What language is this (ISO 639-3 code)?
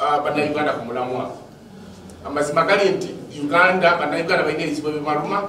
lug